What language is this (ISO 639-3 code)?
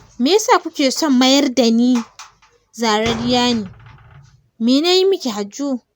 hau